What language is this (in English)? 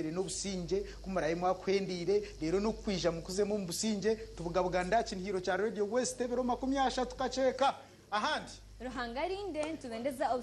Nyankole